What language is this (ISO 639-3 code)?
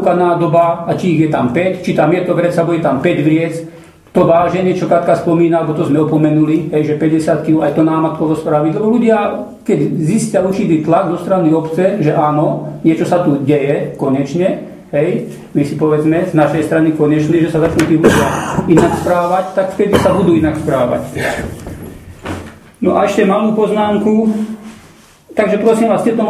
slk